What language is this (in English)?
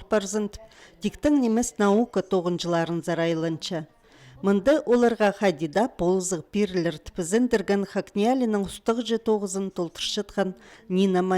Khakas